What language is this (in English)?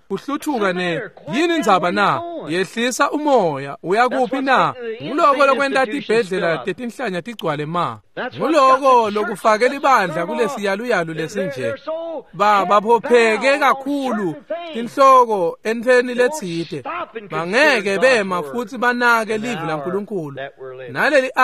Swati